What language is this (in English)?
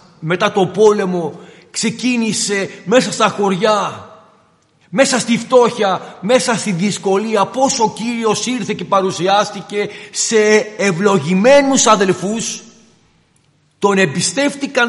Greek